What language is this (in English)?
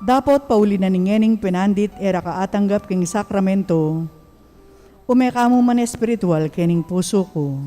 Pampanga